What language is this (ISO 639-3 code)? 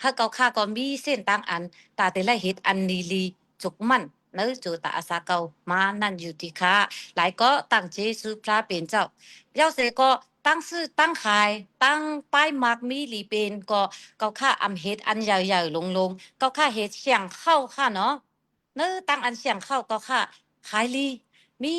shn